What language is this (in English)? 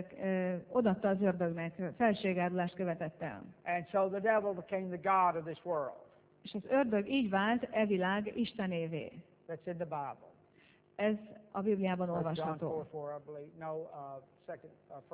Hungarian